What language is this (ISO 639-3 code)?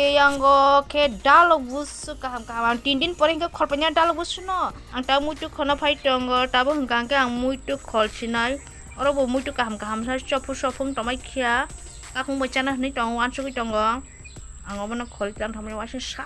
trp